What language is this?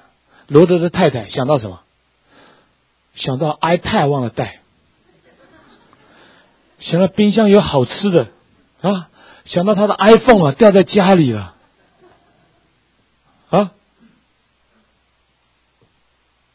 Chinese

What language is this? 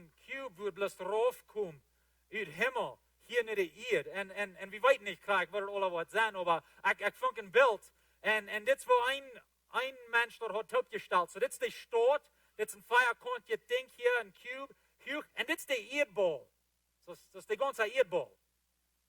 Plautdietsch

